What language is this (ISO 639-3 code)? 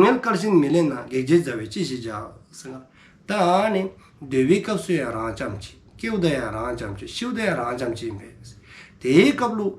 dzo